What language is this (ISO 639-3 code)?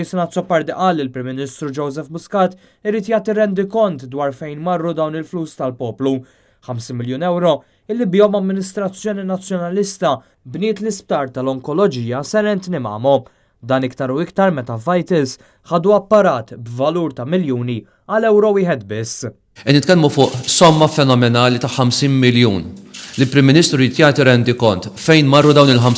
mlt